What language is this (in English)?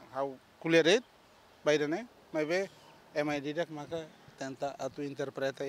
Tetum